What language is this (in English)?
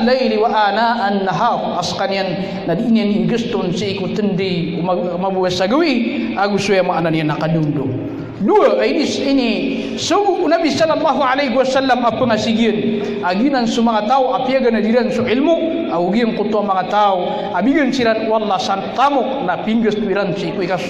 Maranao